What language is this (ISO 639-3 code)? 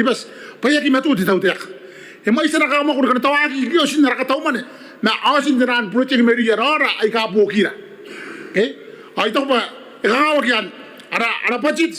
gil